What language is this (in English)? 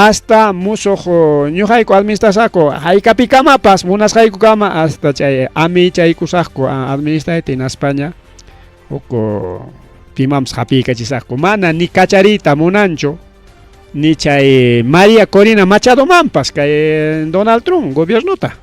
Ayacucho Quechua